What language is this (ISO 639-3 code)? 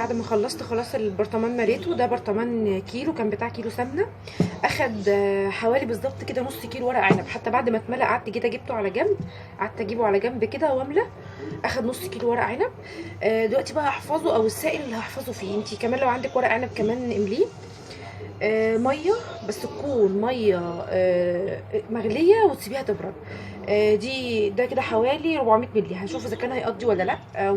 arz